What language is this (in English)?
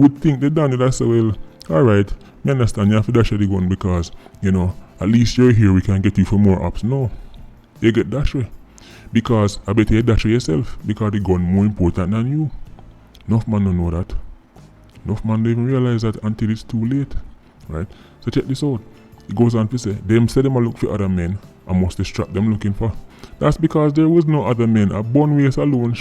Jamaican Creole English